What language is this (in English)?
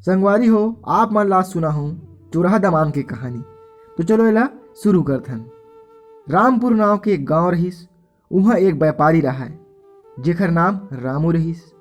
Chhattisgarhi